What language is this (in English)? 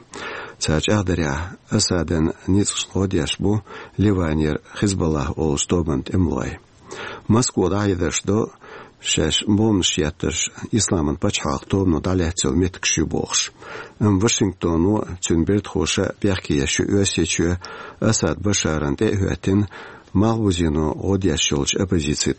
Chechen